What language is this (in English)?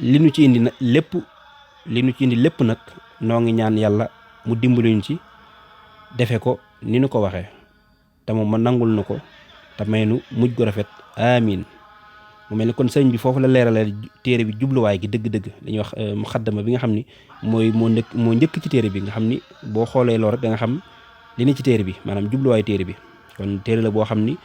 Wolof